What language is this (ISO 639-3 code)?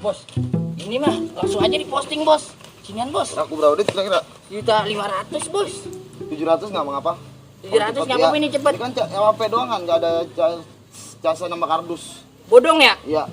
bew